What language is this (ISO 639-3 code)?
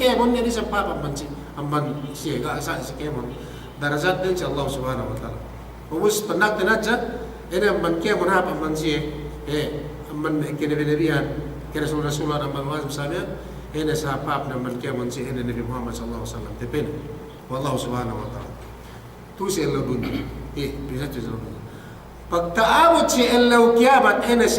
yka